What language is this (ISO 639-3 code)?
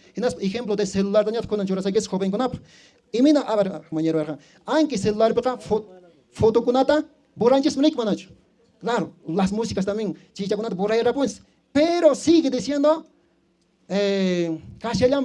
que